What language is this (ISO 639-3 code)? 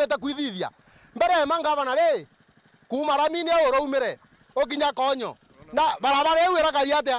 mer